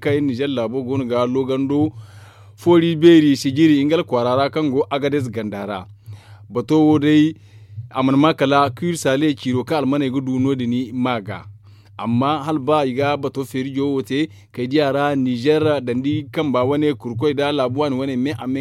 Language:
Zarma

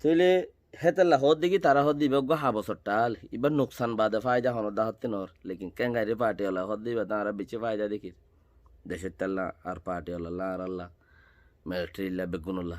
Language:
Rohingya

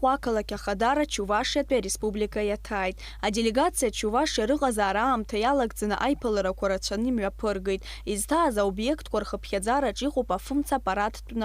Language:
Abkhazian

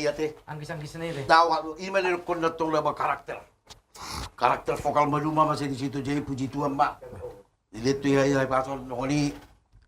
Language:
Batak Toba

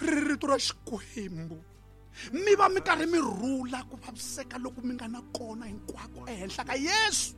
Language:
Tsonga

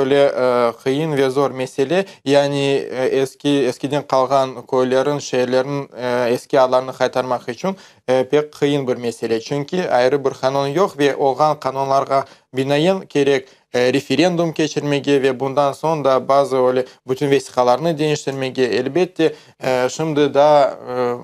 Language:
Crimean Tatar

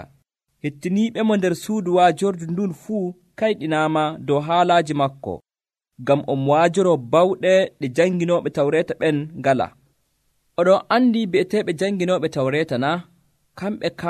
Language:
Nigerian Fulfulde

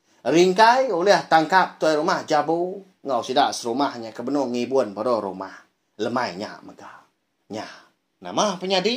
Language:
Iban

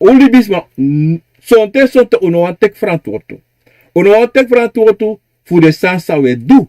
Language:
Sranan Tongo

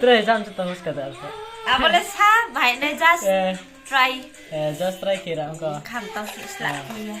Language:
Riang (India)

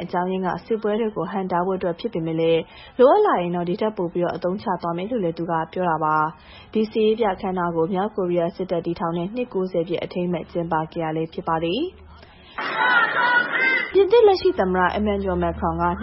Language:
Burmese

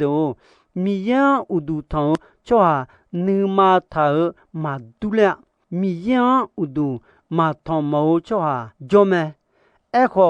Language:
Akha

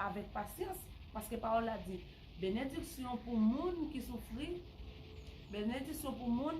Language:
Haitian Creole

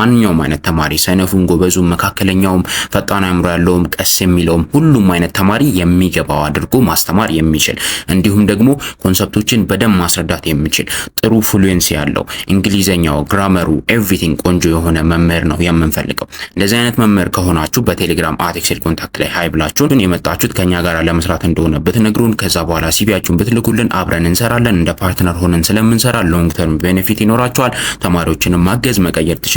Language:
Amharic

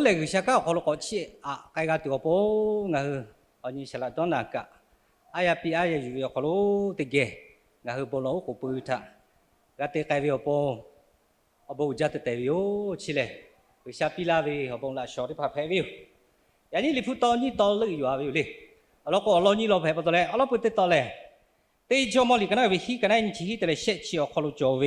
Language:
Lahu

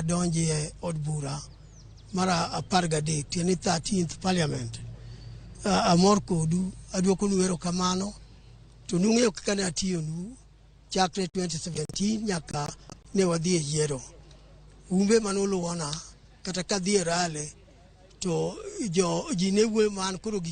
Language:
Luo (Kenya and Tanzania)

